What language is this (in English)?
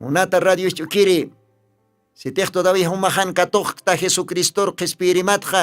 Aymara